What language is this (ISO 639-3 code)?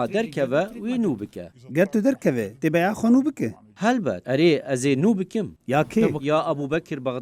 kur